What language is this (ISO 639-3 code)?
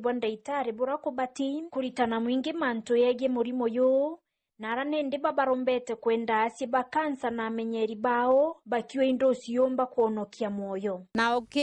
mer